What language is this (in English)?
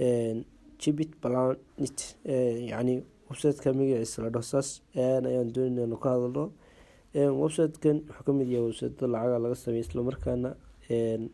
Somali